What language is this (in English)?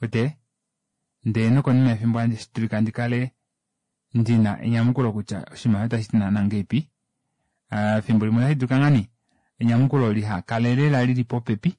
Kuanyama